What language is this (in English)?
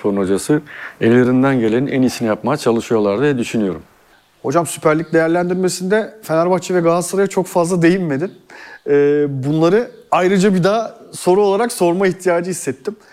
Turkish